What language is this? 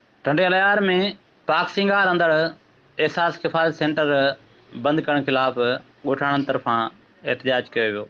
Sindhi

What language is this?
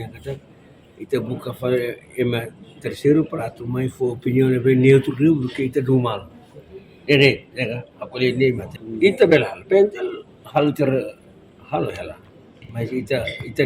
Tetum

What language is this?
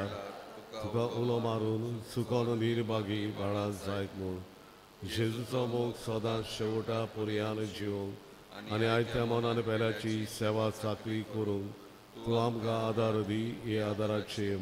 Konkani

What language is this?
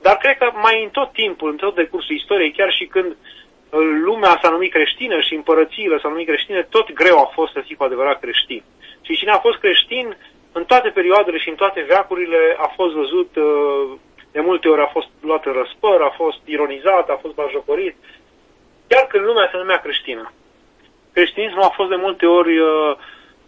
Romanian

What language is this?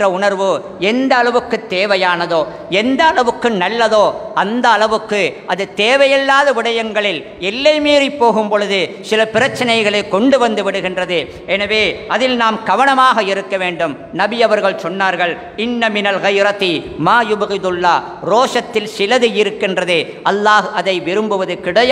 Tamil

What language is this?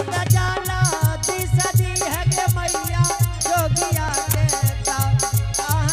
Angika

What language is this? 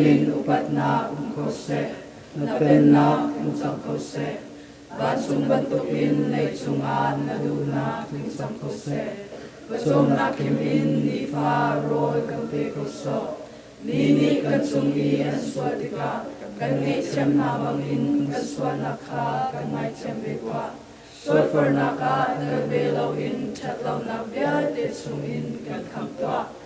Hakha Chin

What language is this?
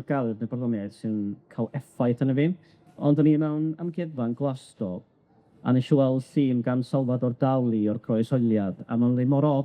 Welsh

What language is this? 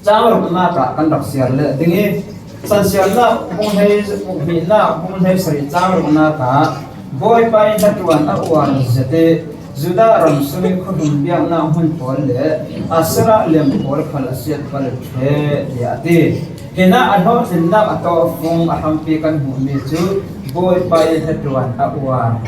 Falam Chin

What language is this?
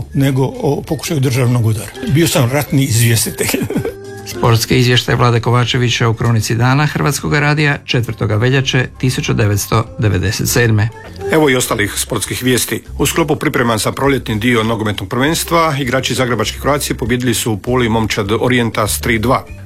Croatian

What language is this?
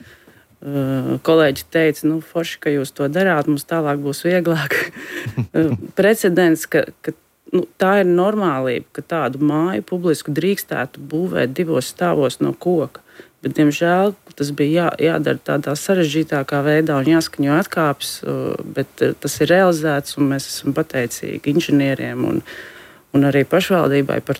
Latvian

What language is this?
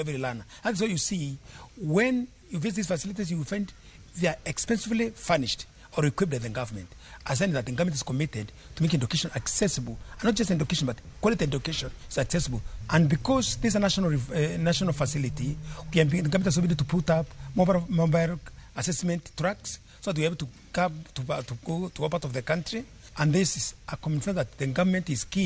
Luo (Kenya and Tanzania)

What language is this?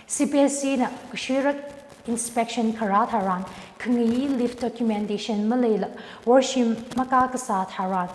Tangkhul Naga (India)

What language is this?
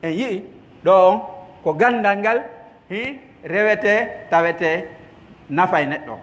Pular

